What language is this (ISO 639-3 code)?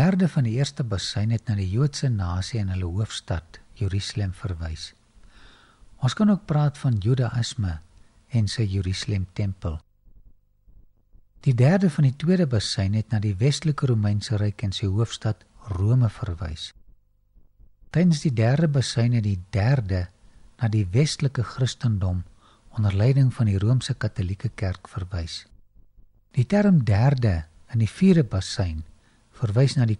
afr